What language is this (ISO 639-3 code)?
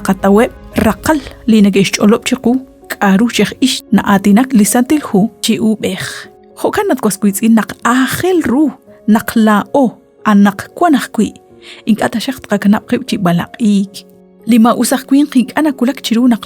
kek